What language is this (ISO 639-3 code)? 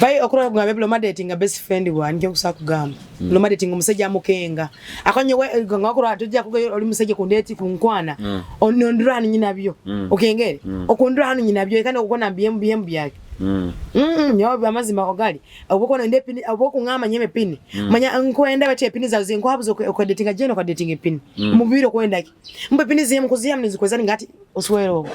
nyo